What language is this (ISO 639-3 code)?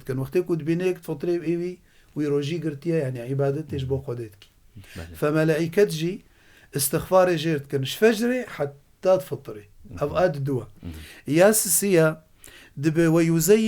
kur